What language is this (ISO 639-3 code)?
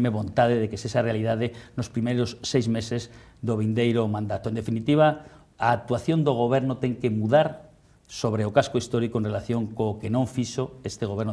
glg